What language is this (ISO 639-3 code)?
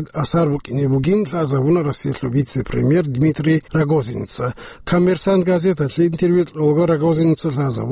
ava